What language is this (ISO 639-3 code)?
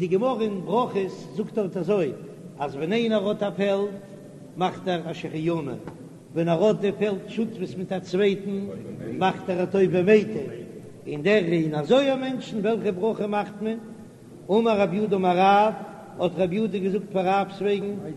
yid